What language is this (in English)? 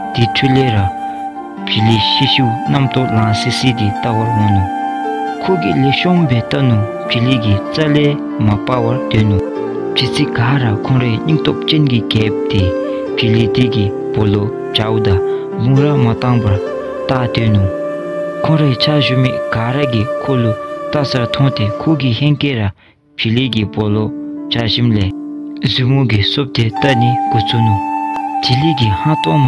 Dzongkha